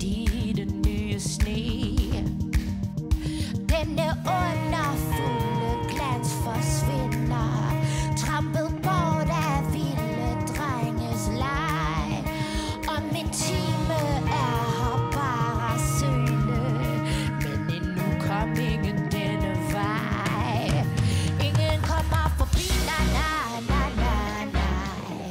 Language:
Danish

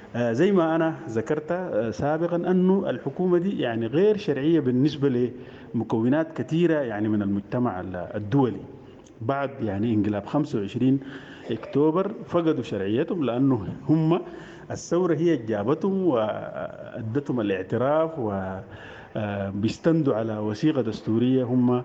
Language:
Sudanese Arabic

